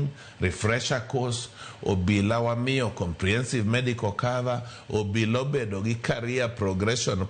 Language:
Luo (Kenya and Tanzania)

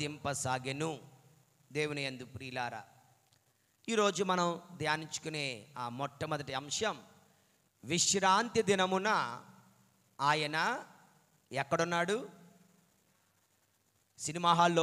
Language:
Telugu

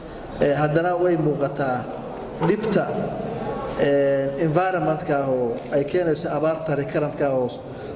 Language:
Somali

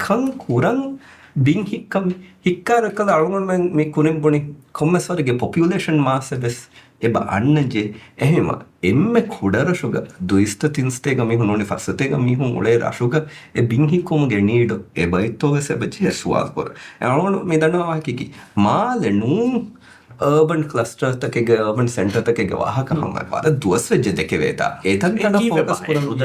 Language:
Divehi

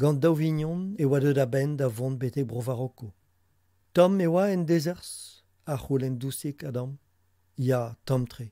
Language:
Breton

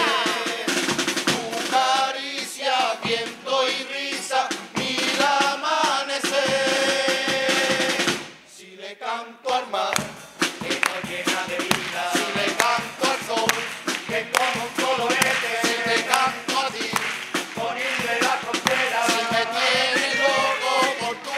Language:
Spanish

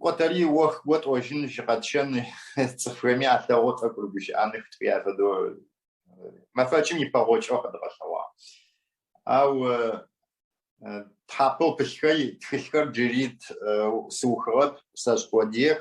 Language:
Adyghe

